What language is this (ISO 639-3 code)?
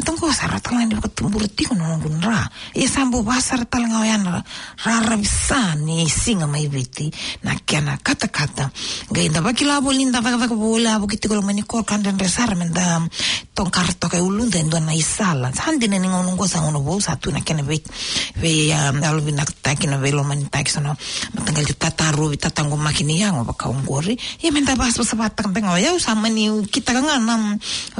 fij